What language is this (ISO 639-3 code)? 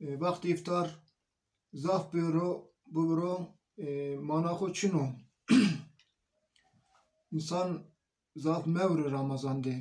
zza